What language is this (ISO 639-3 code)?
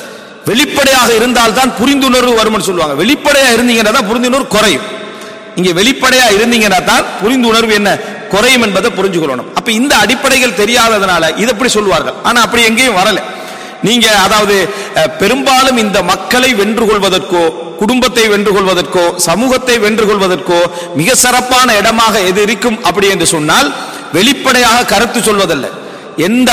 tam